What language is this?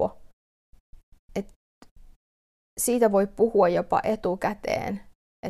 Finnish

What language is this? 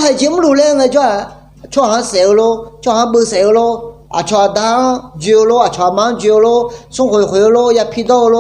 Akha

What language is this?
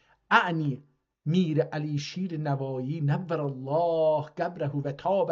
South Azerbaijani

